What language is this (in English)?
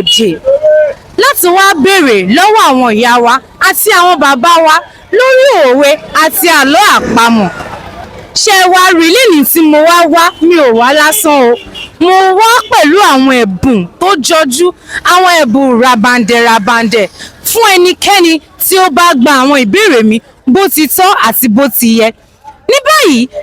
Yoruba